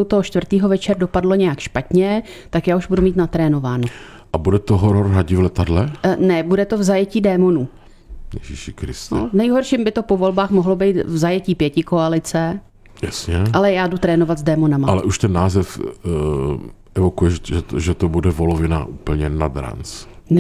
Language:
Czech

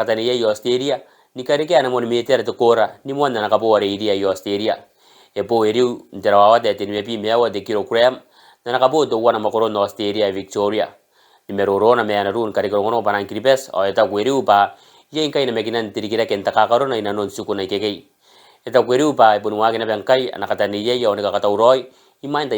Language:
Gilbertese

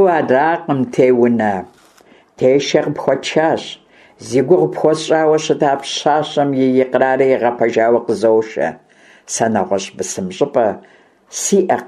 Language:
Kabardian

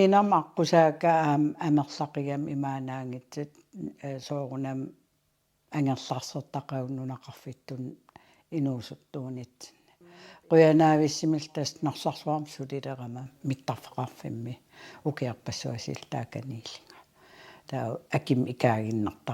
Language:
Kalaallisut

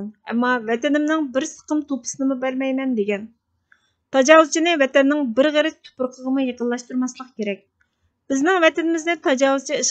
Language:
Uyghur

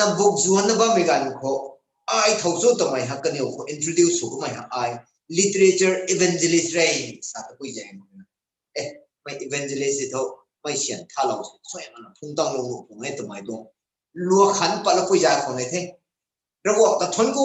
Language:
Rongmei Naga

